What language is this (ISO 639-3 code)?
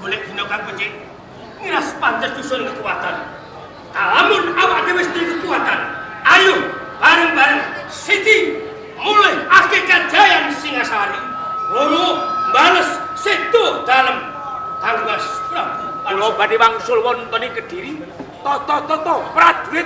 jav